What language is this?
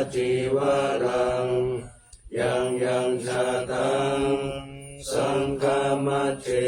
Pali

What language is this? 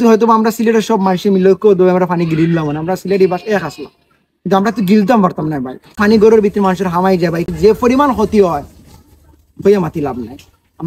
Sylheti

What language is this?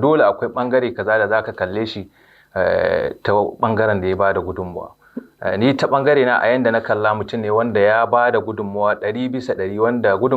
Hausa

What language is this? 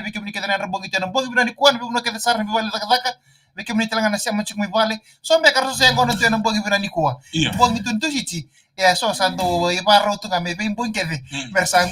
Fijian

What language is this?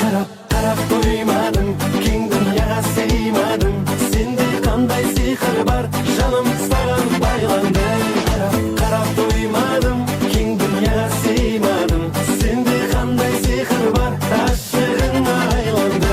Kara-Kalpak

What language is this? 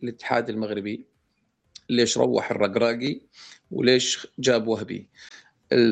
North Levantine Arabic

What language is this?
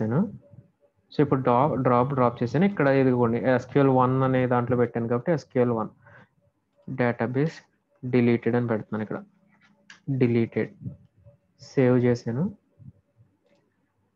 Telugu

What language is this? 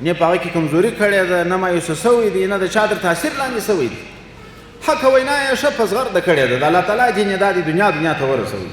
Pashto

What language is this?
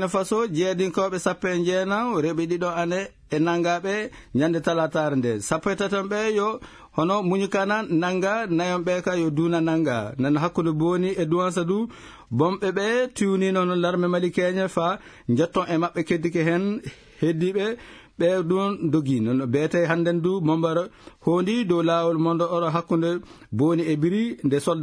Fula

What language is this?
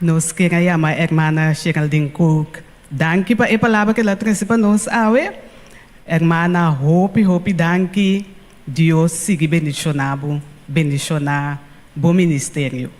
Papiamento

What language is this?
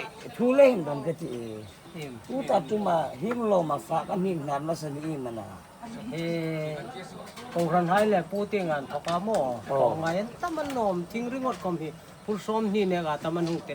Hmar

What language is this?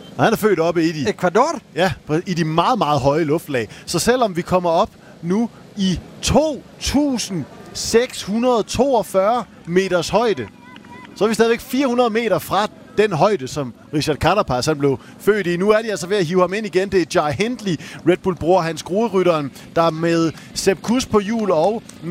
Danish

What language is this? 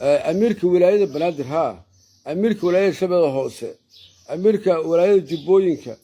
Somali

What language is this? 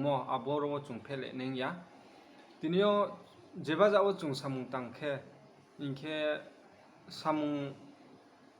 Riang (India)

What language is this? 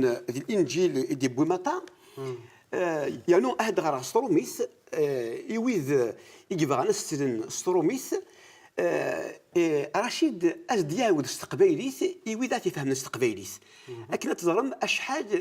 Kabyle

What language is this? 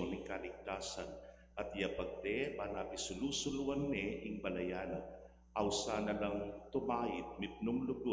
Pampanga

